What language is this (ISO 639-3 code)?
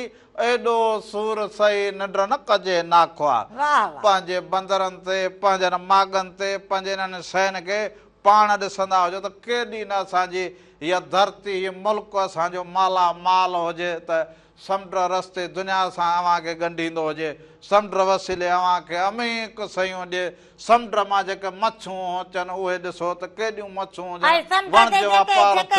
snd